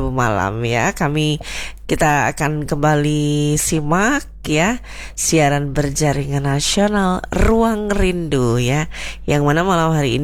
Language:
Indonesian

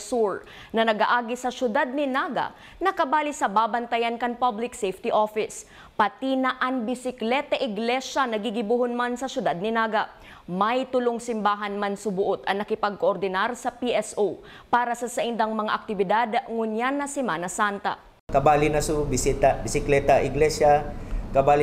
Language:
Bikol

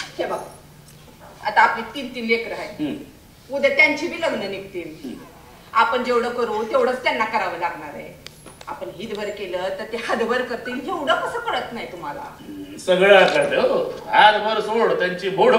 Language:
Marathi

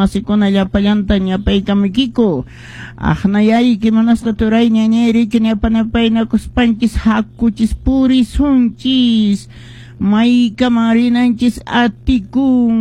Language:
Quechua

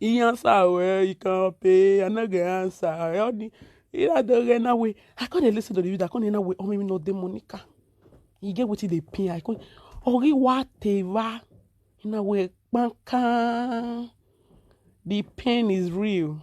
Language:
Nigerian Pidgin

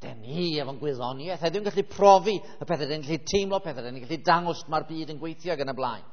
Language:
Welsh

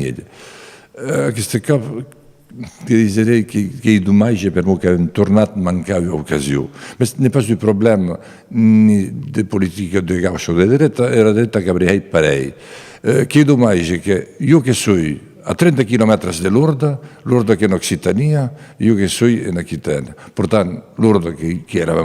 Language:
Occitan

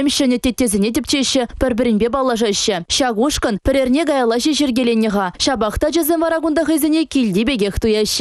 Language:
Chuvash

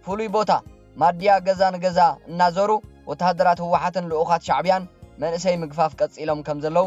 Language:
Tigrinya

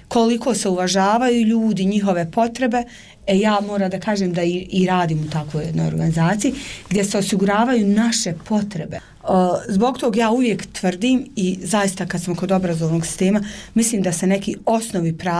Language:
Bosnian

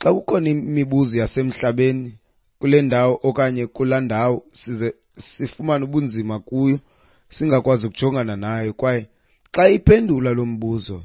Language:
Xhosa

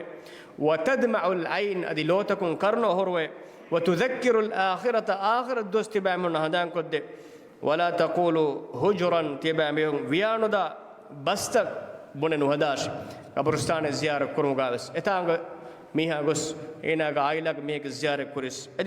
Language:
Divehi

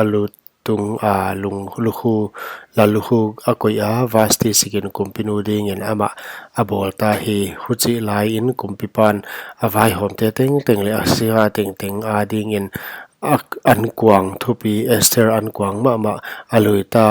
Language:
Paite Chin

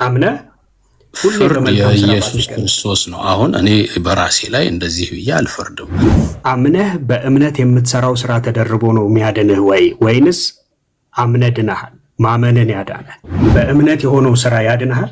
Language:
Amharic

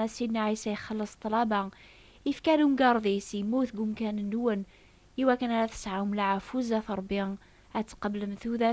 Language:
Kabyle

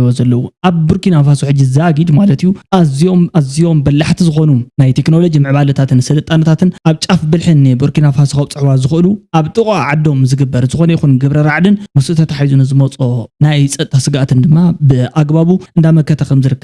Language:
Tigrinya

